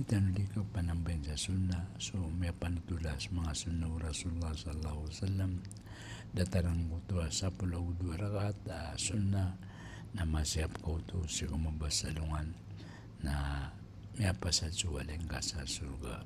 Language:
Maranao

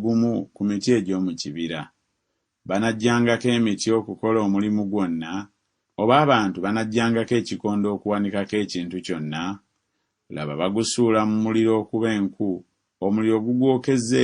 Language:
Ganda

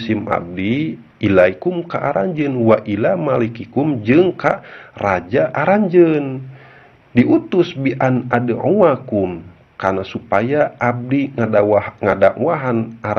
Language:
Sundanese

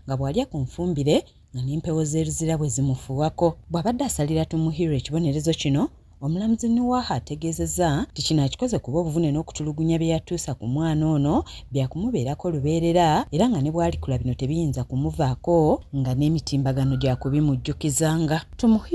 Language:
Ganda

